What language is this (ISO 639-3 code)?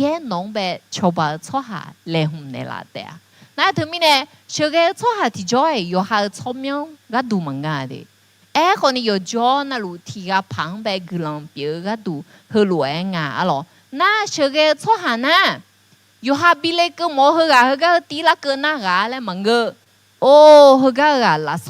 ahk